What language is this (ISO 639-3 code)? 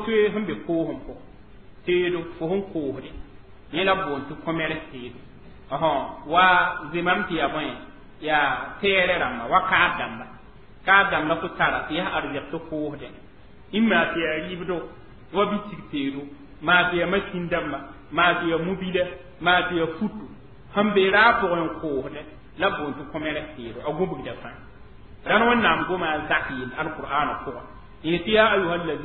mos